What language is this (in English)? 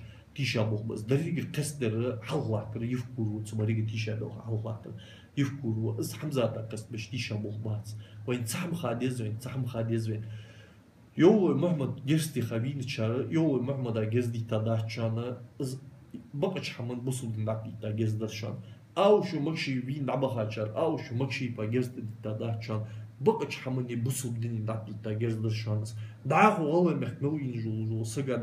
Ingush